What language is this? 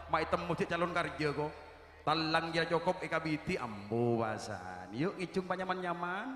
Madurese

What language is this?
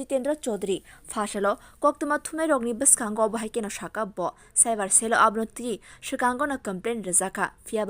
Kok Borok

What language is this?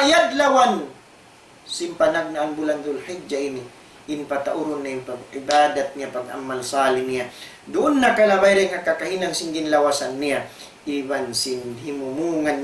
Tausug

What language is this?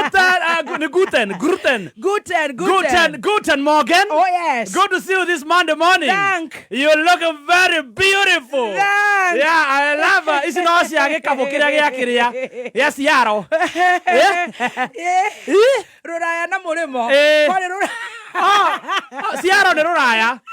Kikuyu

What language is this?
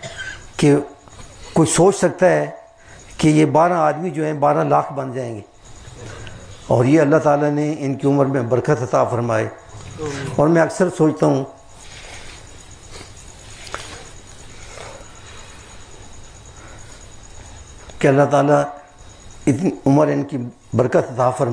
Urdu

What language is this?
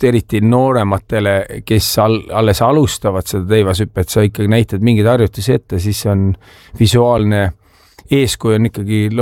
Estonian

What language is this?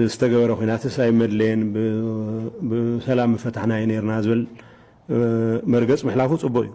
Tigrinya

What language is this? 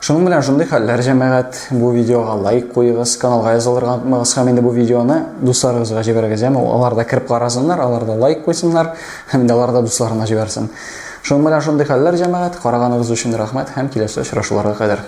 Tatar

